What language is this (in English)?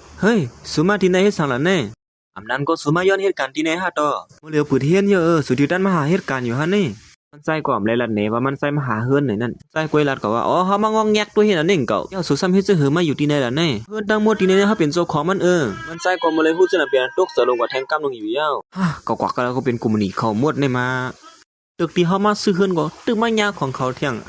Shan